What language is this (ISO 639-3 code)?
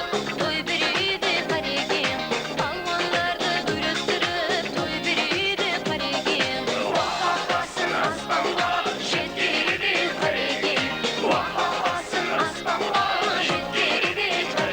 kaa